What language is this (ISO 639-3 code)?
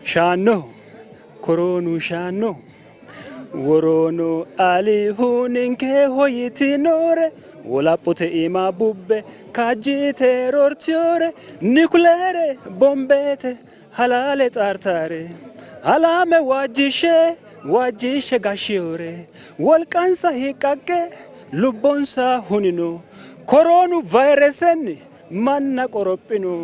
sid